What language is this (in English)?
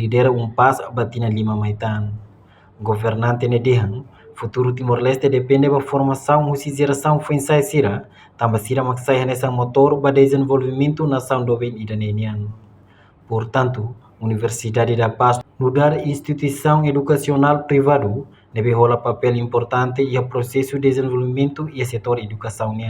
Tetum